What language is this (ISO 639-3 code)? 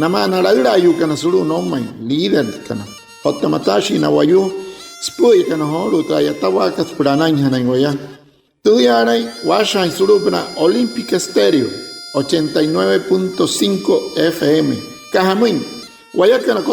guc